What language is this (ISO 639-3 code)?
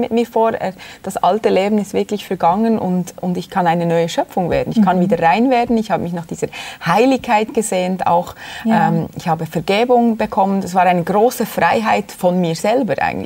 deu